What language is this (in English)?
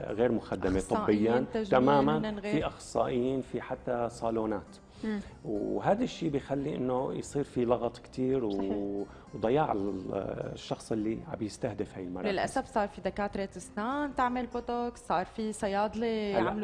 North Levantine Arabic